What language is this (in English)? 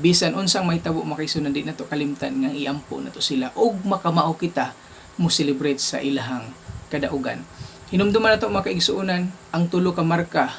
Cebuano